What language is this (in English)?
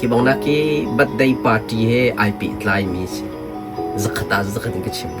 Hakha Chin